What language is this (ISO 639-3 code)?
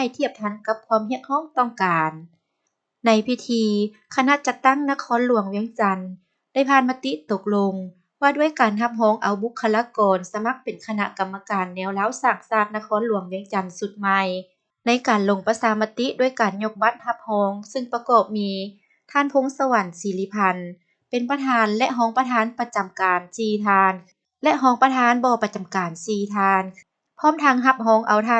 lao